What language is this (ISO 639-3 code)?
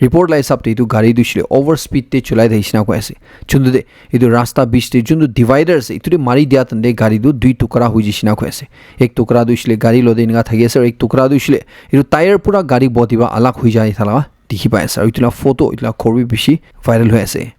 nag